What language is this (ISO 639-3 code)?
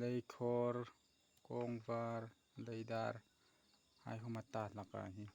hmr